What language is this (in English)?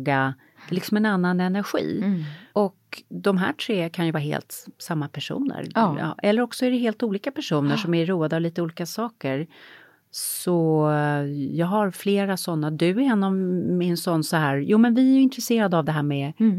Swedish